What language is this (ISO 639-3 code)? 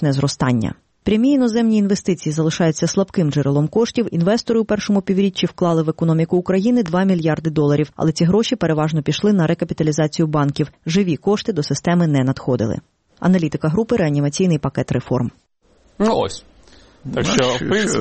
ukr